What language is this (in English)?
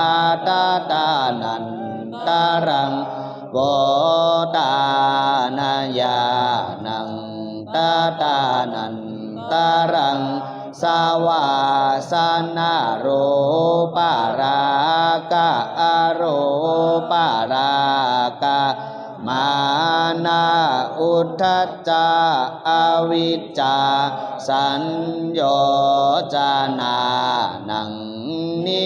Pali